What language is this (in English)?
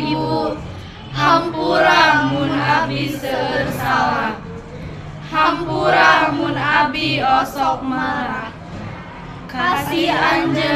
Sundanese